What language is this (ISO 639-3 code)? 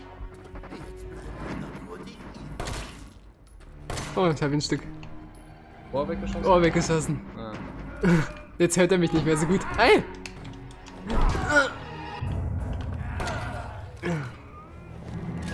deu